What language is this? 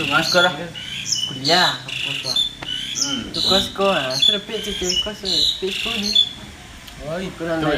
Minangkabau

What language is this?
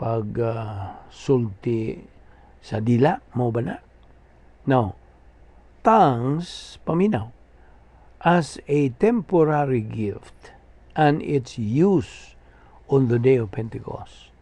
Cebuano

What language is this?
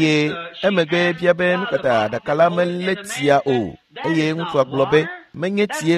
Ewe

